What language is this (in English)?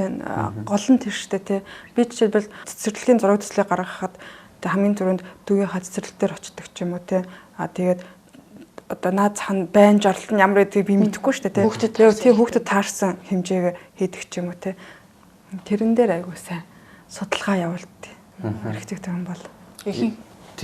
Mongolian